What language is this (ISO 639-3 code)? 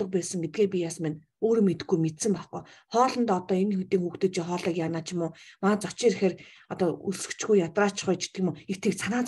mon